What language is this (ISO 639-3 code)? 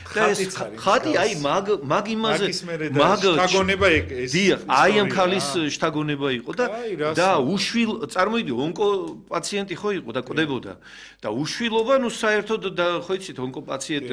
kat